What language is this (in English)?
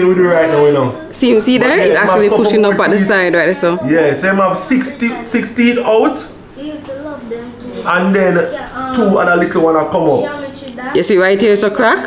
Jamaican Creole English